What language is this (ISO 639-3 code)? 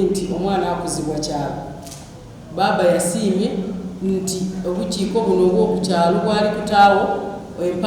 xog